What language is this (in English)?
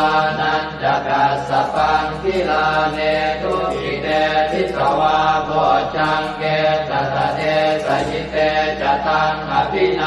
Pali